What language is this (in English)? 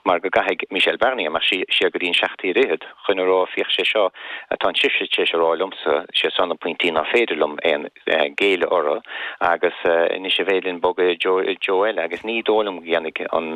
Irish